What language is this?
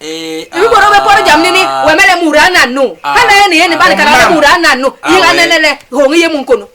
Basaa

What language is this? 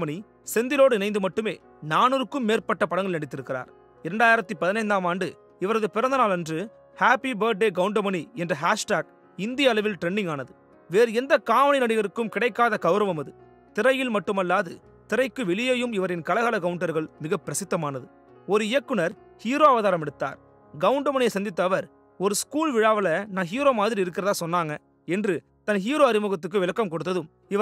Tamil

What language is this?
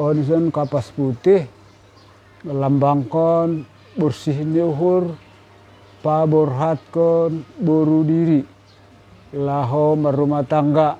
Batak Simalungun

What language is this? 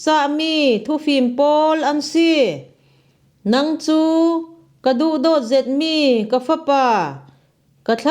Falam Chin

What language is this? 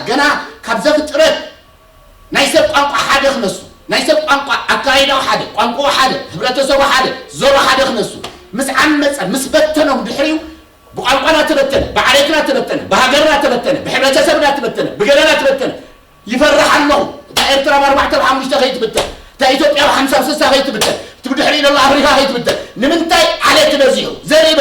Tigrinya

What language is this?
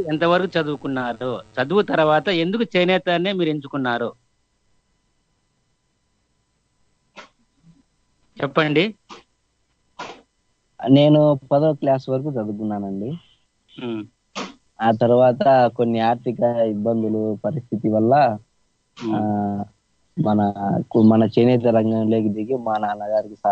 Telugu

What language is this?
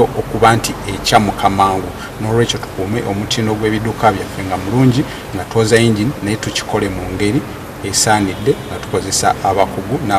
Ganda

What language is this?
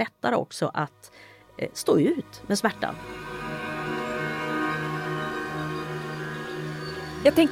Swedish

